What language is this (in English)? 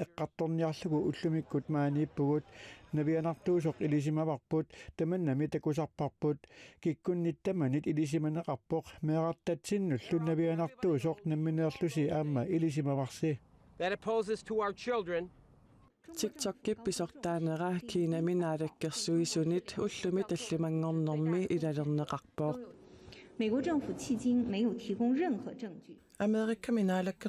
Kalaallisut